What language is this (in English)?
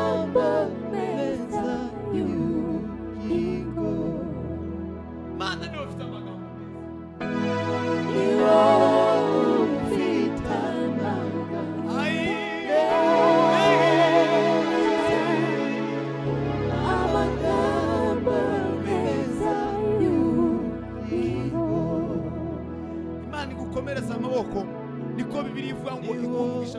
Kinyarwanda